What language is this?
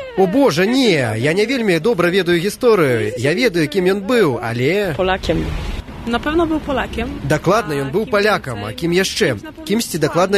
Belarusian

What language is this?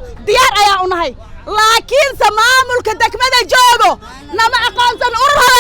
Somali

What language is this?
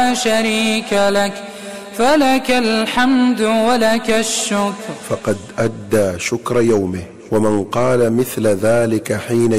Arabic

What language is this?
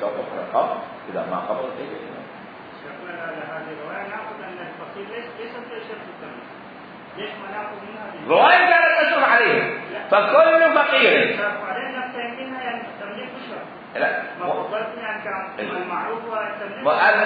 Mesopotamian Arabic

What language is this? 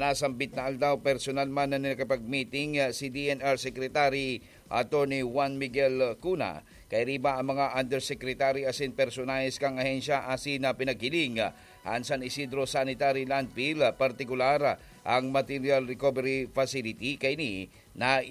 Bikol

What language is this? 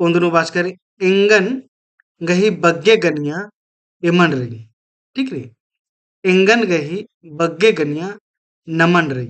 Kurukh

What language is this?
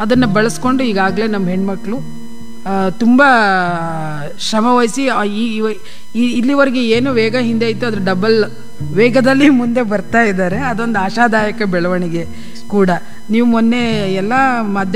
Kannada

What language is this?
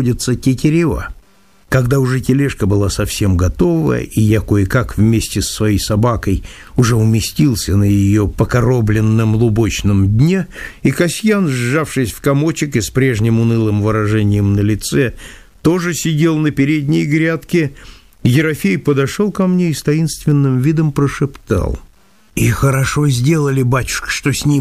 Russian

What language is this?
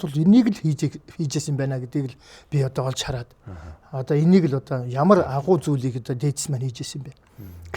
Mongolian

